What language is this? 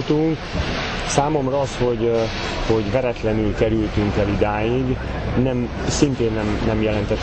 Hungarian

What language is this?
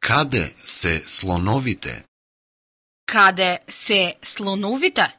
Macedonian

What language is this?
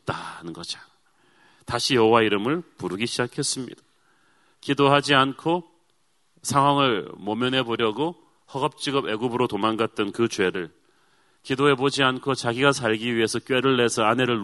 Korean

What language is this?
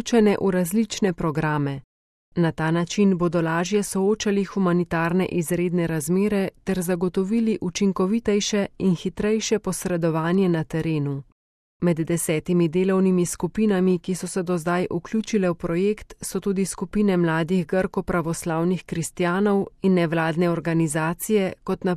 Slovenian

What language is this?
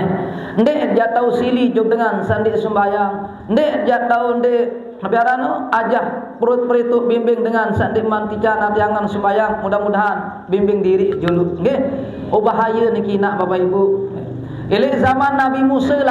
Sasak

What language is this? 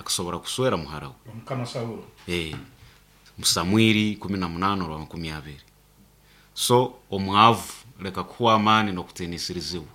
Nyoro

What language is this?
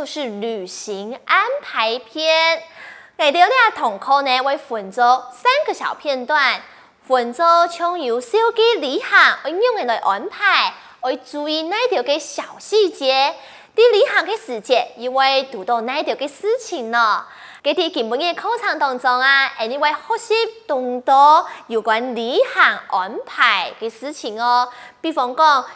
Hakka Chinese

